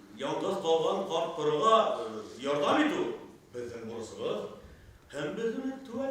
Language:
Bashkir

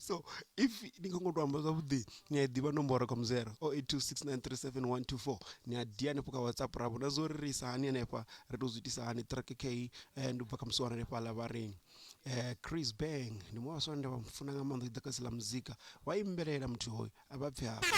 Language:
Venda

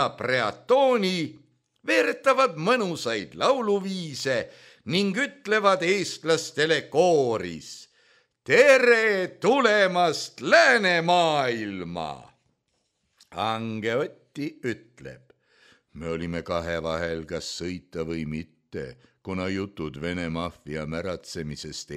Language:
Estonian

